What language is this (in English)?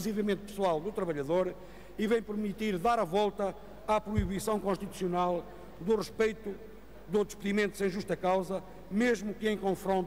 Portuguese